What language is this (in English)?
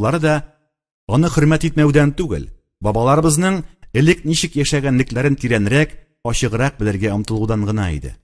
Tatar